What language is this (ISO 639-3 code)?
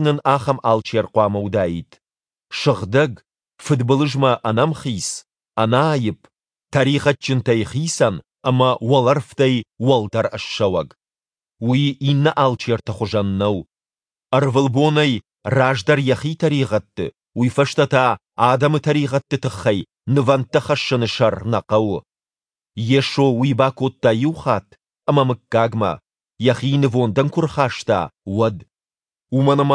oss